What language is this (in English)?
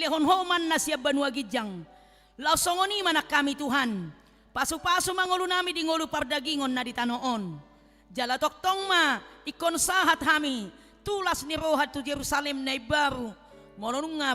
Batak Toba